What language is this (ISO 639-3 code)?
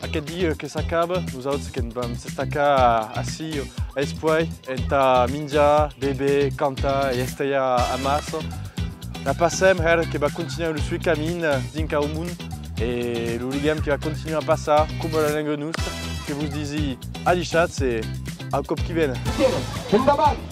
oci